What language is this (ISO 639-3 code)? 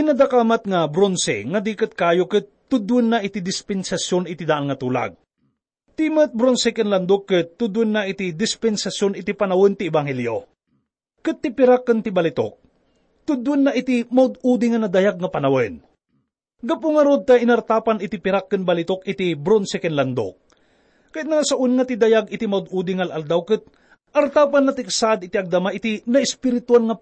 ilo